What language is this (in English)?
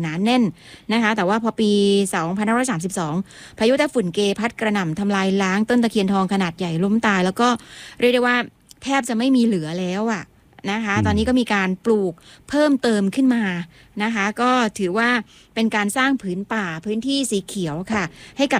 Thai